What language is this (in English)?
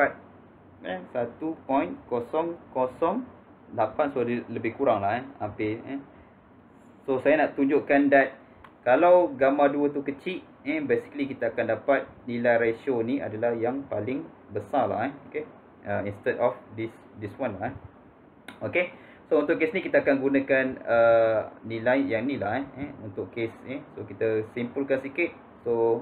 Malay